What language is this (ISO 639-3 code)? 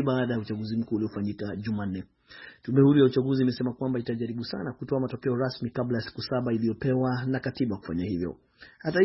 swa